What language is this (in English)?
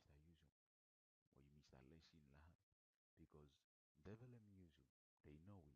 Bislama